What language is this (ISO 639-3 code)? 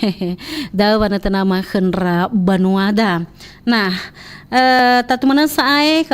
nia